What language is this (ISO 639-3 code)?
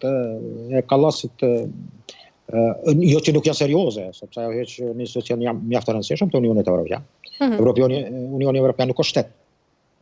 sqi